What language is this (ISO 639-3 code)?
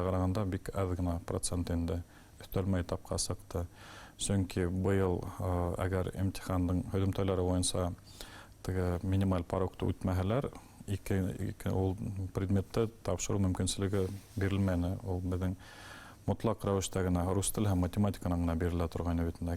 bak